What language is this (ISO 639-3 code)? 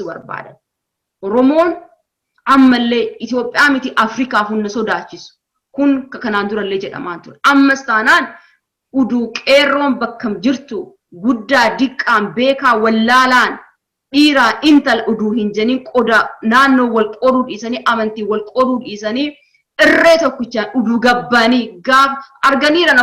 orm